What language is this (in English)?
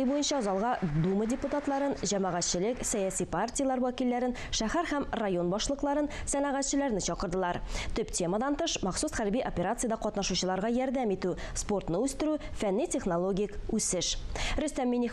Tatar